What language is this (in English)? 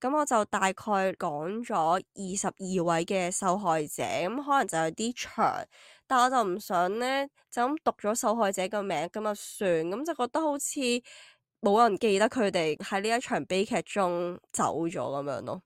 Cantonese